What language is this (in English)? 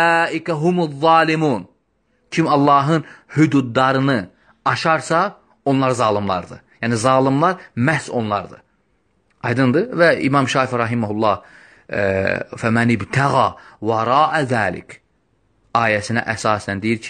Azerbaijani